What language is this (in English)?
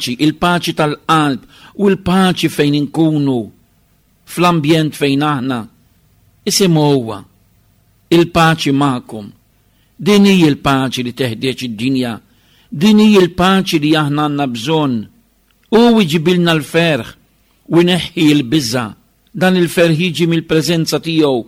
Maltese